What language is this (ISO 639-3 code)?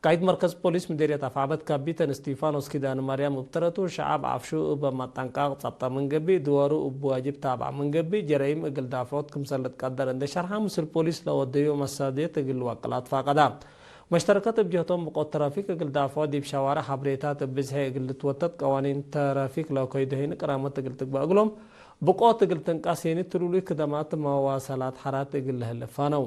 tig